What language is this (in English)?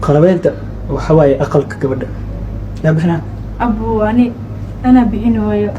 Somali